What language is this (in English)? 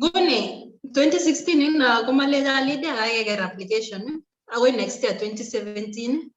Kalenjin